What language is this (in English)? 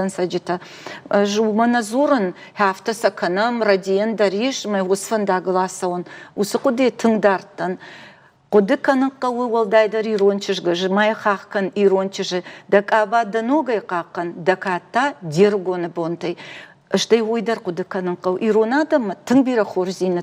Ossetic